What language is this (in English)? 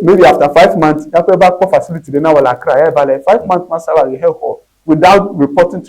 Ewe